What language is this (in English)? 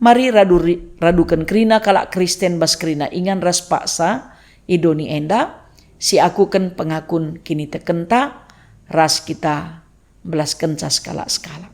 Batak Karo